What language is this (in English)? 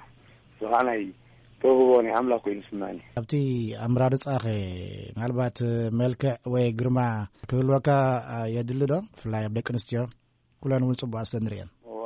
Tigrinya